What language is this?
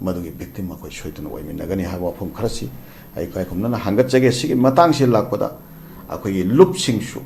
Manipuri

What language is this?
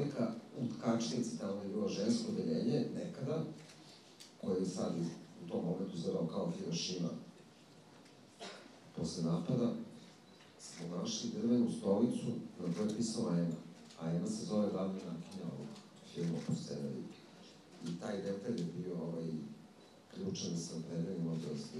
Serbian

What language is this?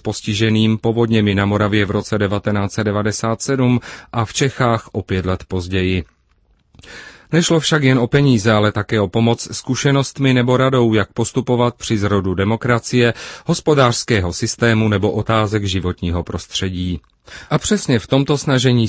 Czech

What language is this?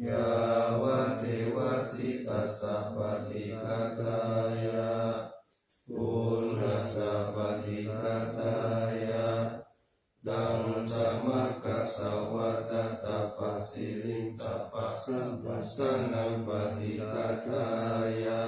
Pali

